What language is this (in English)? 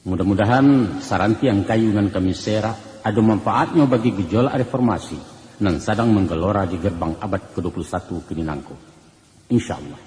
Minangkabau